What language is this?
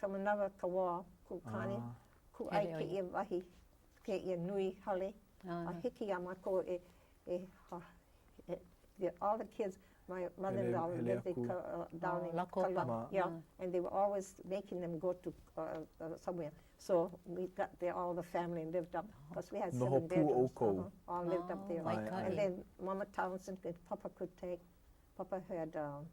Hawaiian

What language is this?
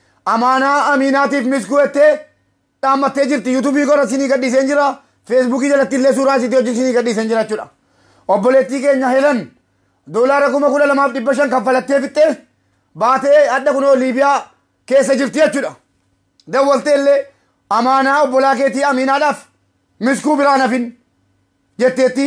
Oromo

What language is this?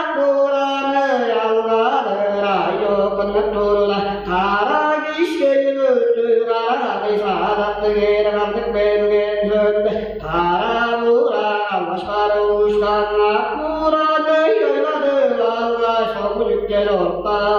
Tuvinian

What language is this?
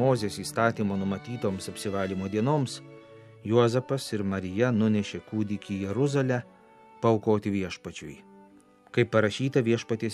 Lithuanian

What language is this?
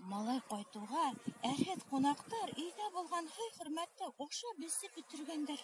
Bashkir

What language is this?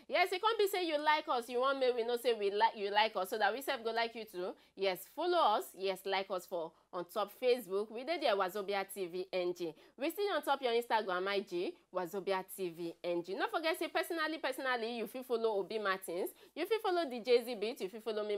Nigerian Pidgin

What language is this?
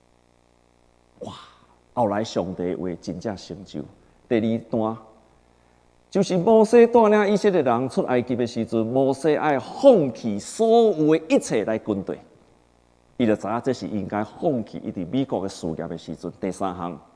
Min Nan Chinese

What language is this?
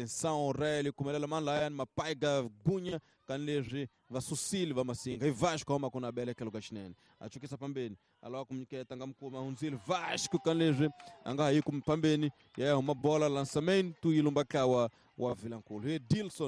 Tsonga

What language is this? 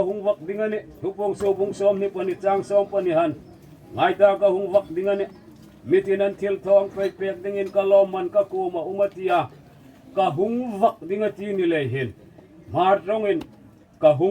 Hmar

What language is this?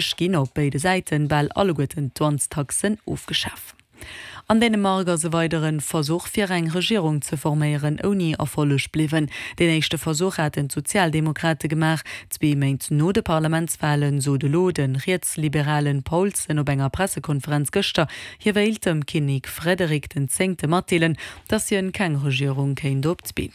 Luxembourgish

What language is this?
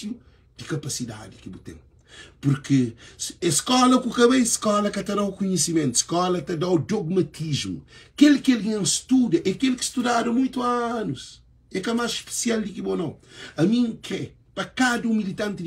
Kabuverdianu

